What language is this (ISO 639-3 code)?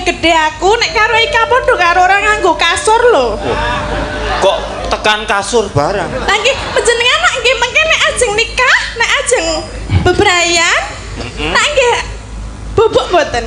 jav